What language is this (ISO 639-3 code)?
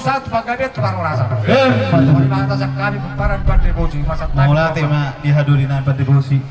bbc